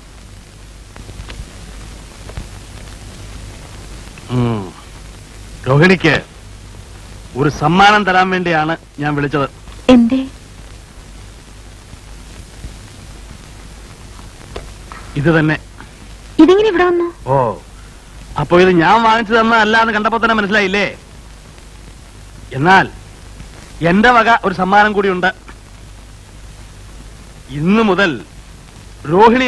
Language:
Malayalam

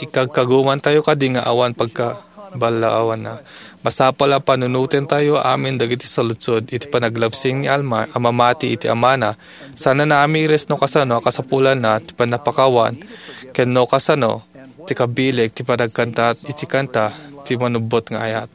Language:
Iloko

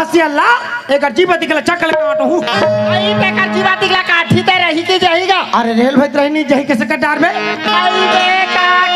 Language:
Chhattisgarhi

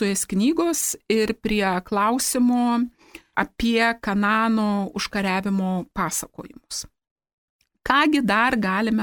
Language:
Lithuanian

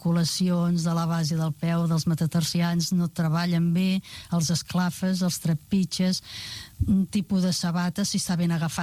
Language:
Catalan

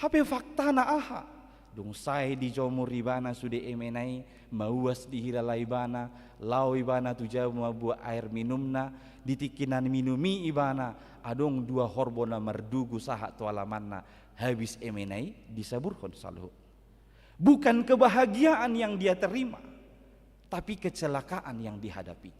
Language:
Batak Toba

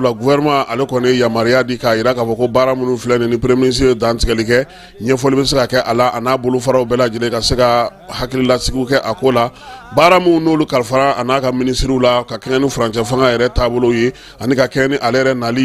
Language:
Bambara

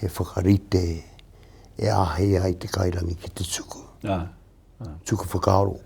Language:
Māori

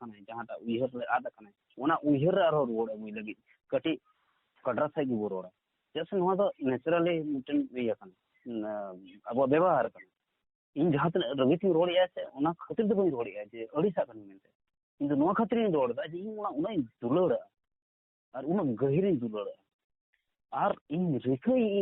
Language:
Santali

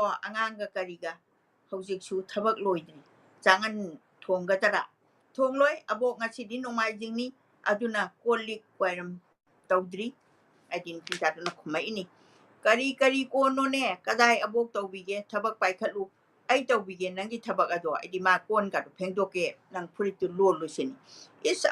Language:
Manipuri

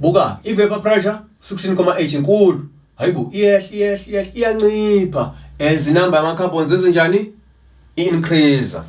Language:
Zulu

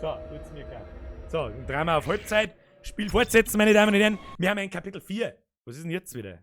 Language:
Bavarian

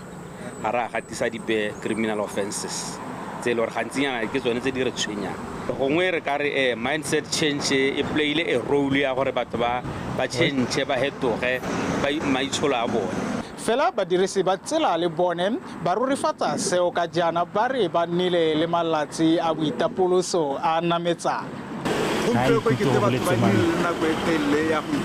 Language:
Tswana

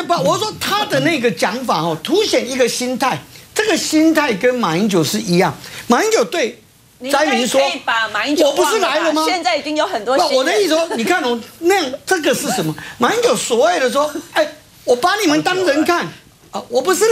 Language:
Chinese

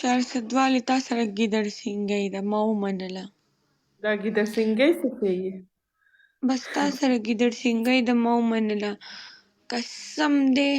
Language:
Pashto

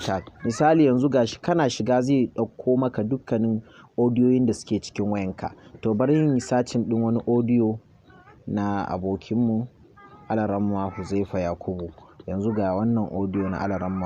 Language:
Hausa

